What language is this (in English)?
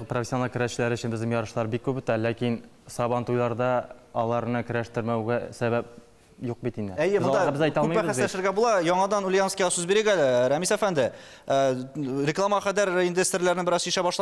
Tatar